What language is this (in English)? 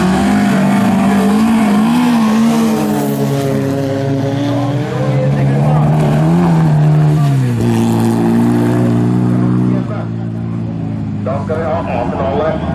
Norwegian